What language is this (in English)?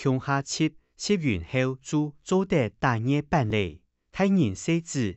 Hakka Chinese